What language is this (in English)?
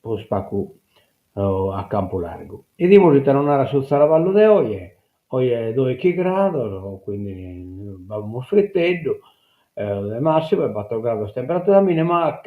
Sardinian